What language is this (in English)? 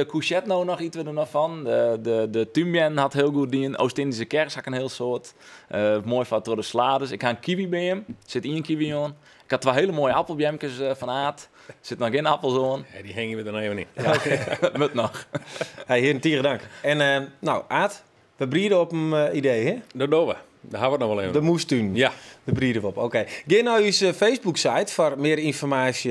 Western Frisian